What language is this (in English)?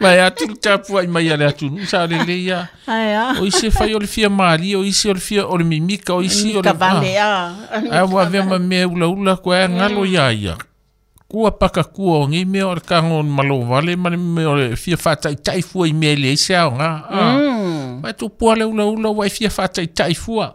Samoan